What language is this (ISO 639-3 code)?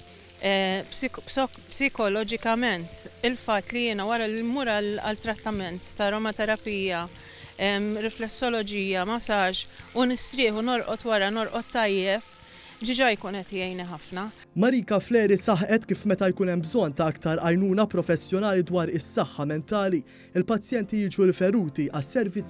mlt